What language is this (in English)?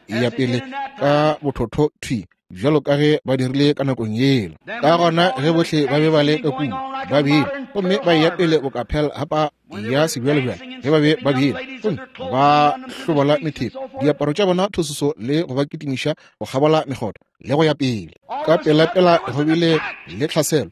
Northern Sotho